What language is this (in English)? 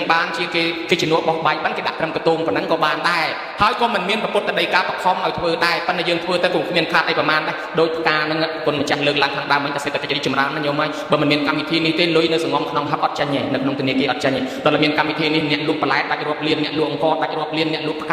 Khmer